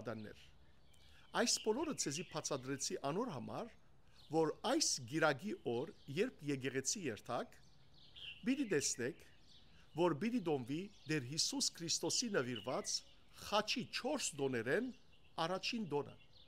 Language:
Western Armenian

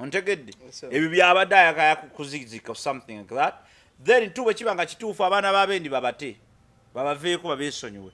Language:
Ganda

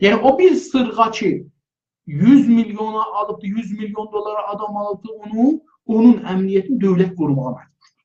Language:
South Azerbaijani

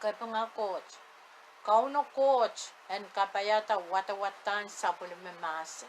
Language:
Pohnpeian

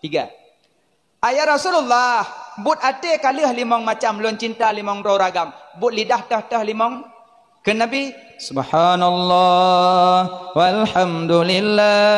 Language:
Achinese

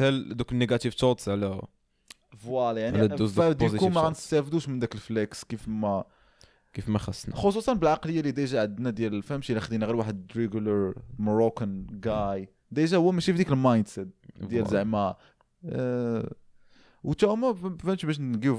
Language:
Moroccan Arabic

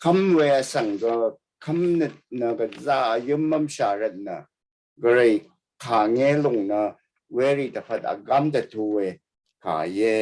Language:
Rawang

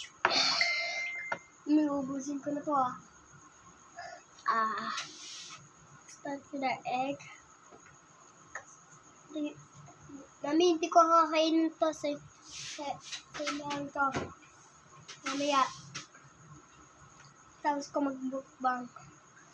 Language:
Filipino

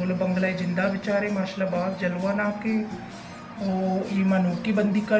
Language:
Baluchi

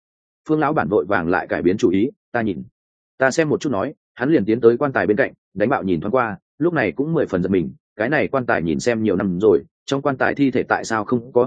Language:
Vietnamese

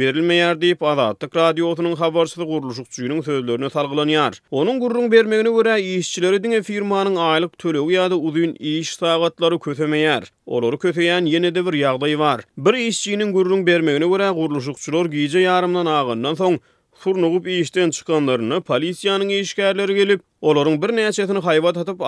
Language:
Turkmen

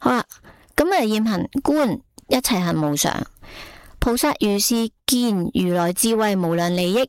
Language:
Cantonese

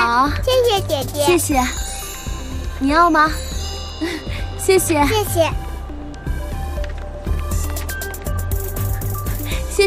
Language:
Chinese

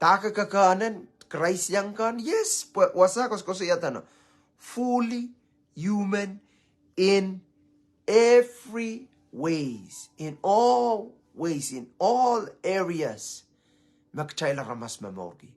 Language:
Pohnpeian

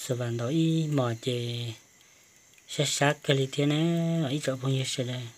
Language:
Hmong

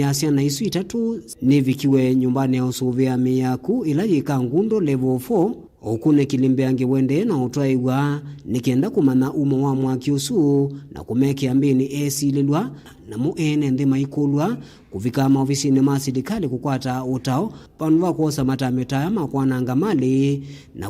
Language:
Kamba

